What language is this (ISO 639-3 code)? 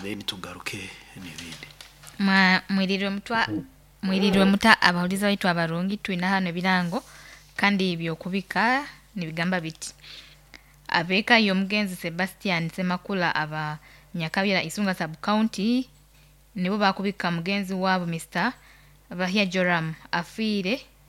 nyo